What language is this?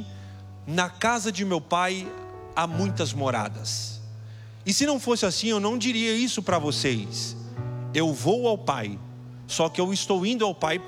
Portuguese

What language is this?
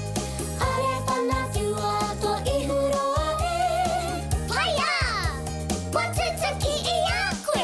Māori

